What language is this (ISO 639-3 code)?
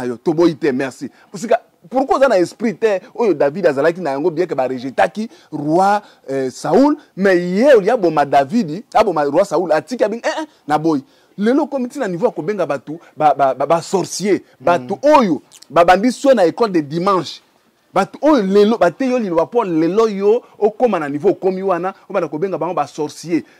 lin